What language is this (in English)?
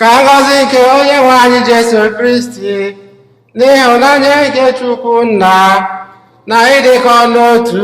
Igbo